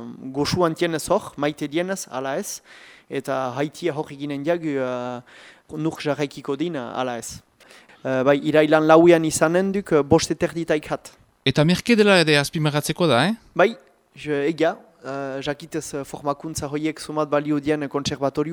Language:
Basque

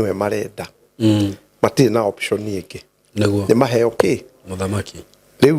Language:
Kikuyu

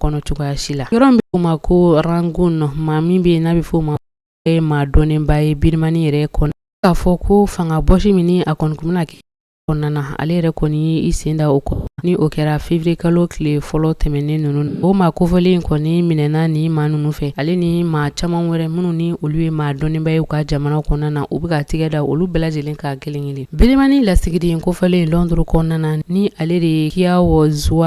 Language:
Bambara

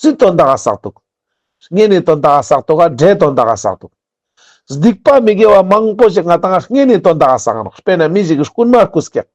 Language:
Ladakhi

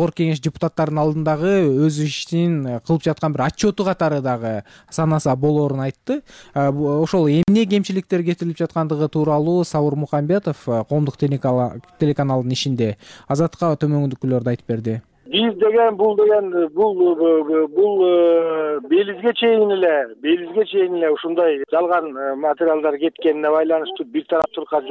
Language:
Kyrgyz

